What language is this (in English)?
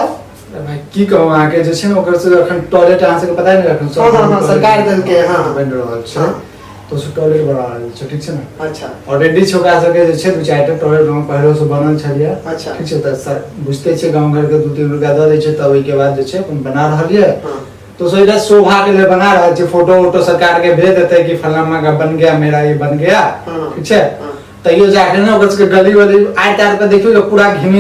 Maithili